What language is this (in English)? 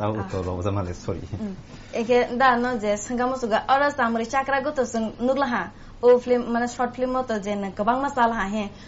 Kok Borok